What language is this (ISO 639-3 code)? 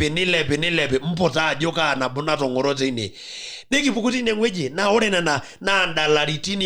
mas